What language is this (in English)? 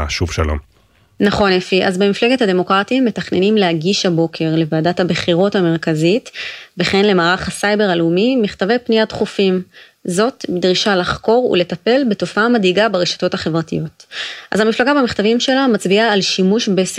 Hebrew